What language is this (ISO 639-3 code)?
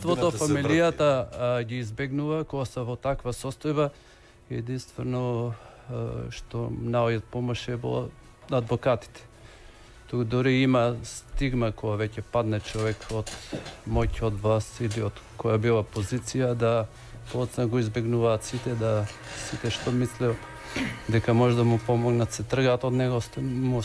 mkd